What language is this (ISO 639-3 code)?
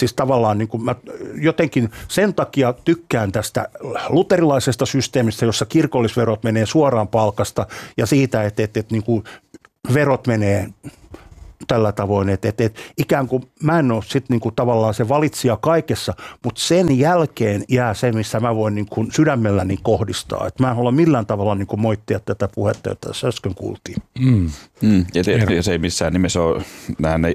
fin